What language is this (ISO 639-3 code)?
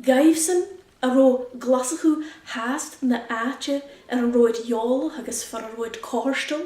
gla